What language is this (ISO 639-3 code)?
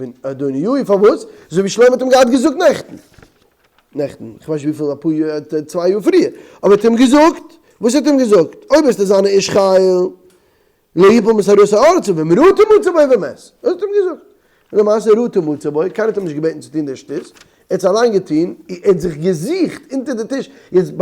yid